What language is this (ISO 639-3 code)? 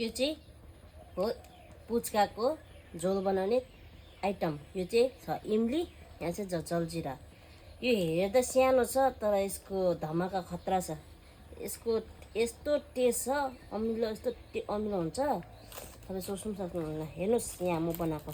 nep